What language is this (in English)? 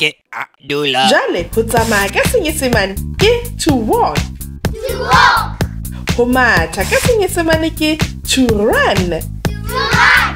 Southern Sotho